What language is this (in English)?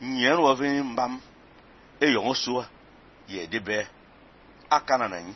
Fang